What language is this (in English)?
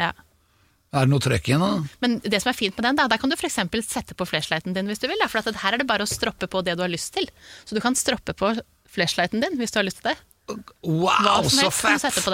Norwegian